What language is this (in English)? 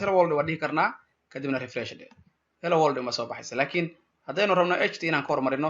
Somali